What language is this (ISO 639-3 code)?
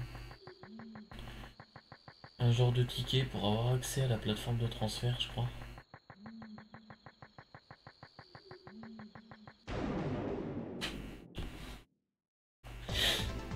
fra